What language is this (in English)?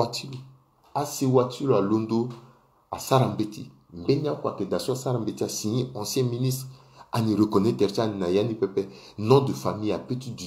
Sango